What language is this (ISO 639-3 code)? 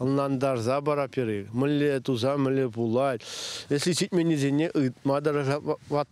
chv